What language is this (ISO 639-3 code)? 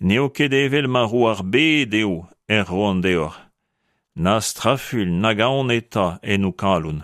bre